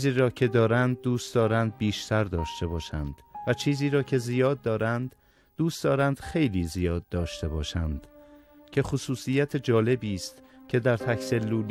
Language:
Persian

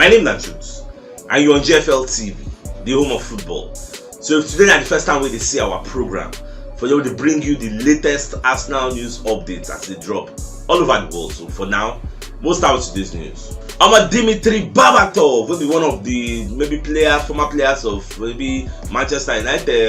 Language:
Nigerian Pidgin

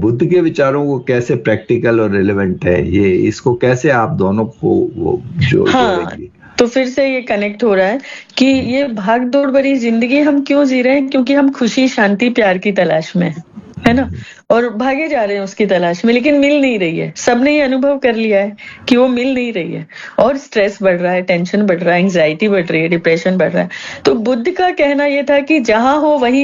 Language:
Hindi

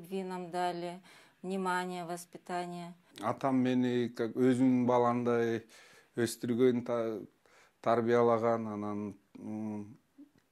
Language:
Kyrgyz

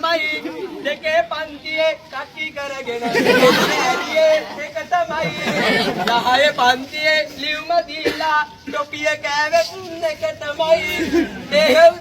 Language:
Sinhala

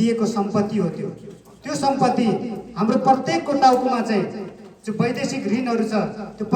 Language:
Nepali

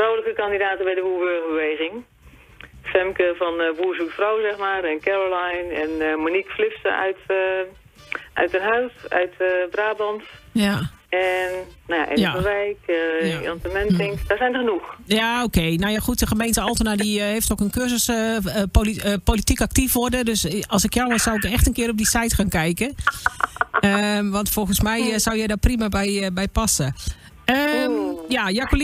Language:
Dutch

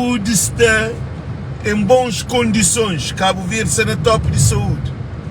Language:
Kabuverdianu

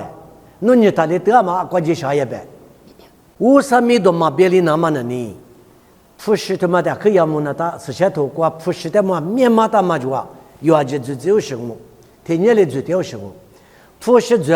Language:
Lisu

